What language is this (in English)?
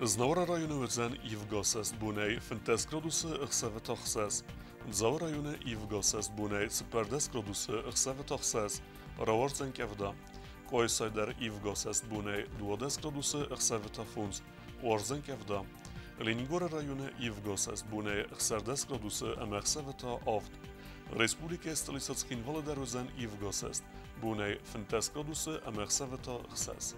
Ossetic